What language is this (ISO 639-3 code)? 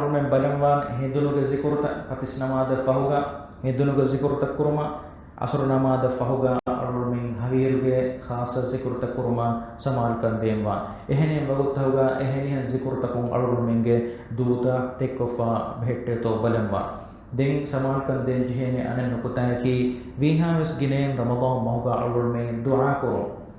div